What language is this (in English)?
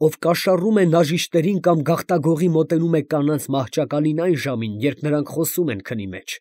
Armenian